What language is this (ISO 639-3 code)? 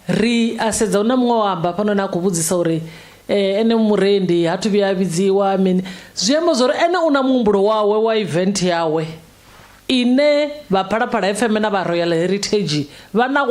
ven